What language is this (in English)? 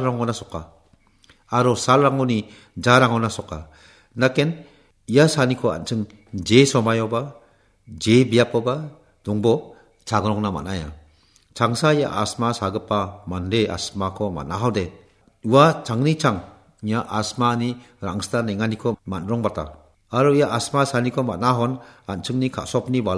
Garo